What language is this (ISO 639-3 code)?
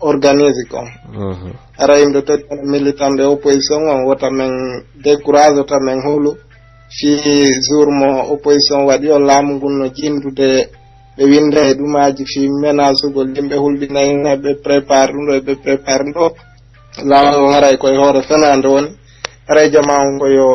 fuf